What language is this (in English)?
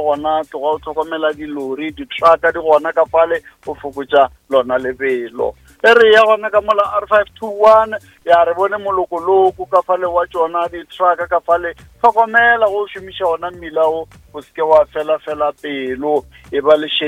Northern Sotho